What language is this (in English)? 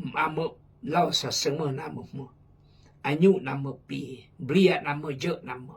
Khmu